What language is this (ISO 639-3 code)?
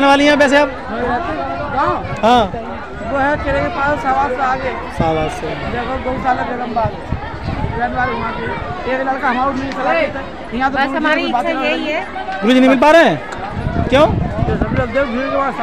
hin